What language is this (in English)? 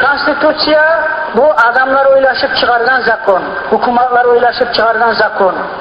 Kumyk